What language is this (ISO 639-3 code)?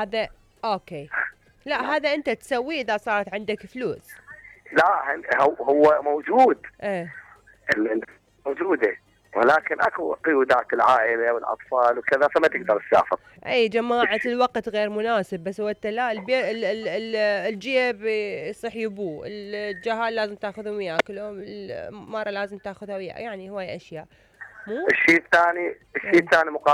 acm